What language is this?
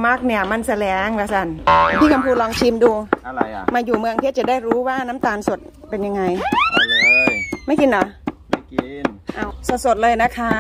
Thai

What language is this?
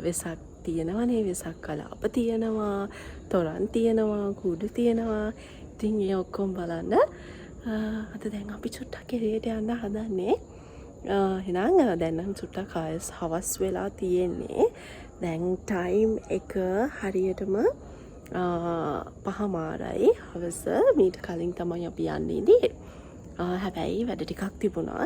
Sinhala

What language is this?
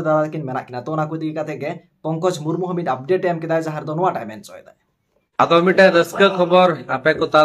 Santali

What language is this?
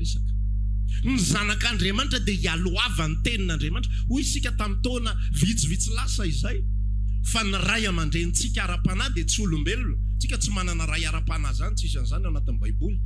Malagasy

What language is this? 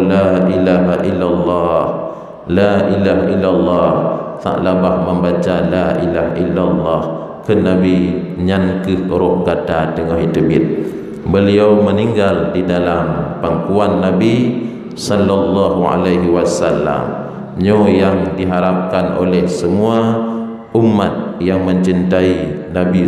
Achinese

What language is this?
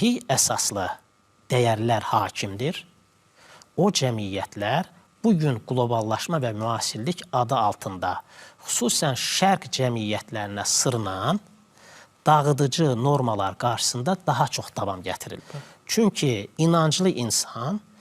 Azerbaijani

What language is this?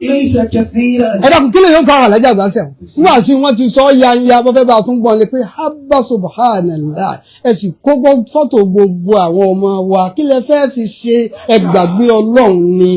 Yoruba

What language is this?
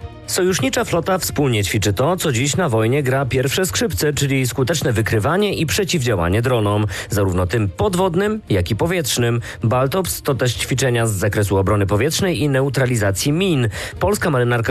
Polish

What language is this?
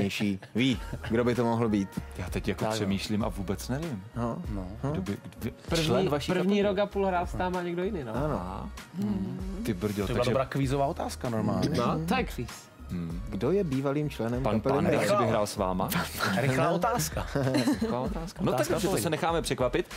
Czech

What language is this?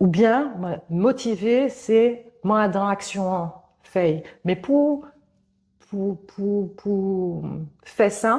Guadeloupean Creole French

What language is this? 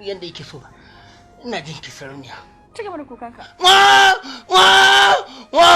Hausa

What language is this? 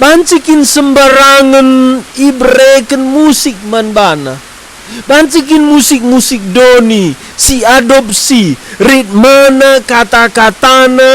Batak Karo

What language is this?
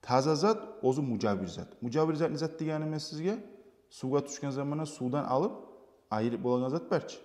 Kumyk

